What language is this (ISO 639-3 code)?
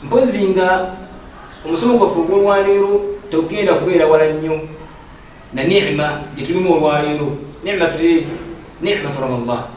lug